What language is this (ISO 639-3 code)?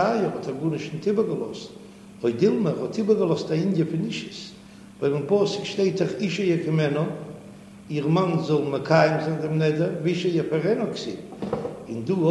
yid